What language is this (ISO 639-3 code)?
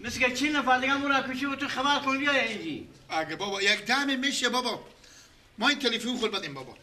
fas